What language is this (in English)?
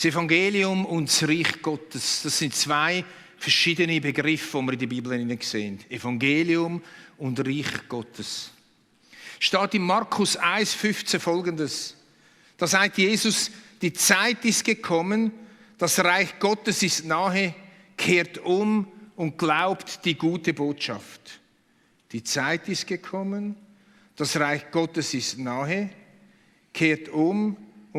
Swiss German